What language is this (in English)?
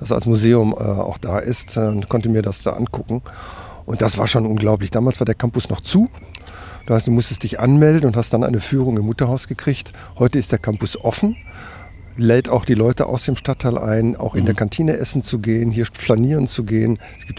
German